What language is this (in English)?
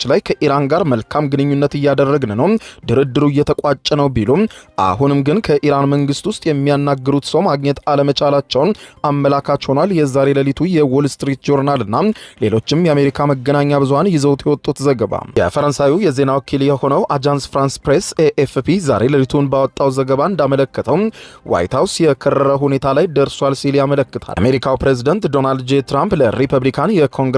Amharic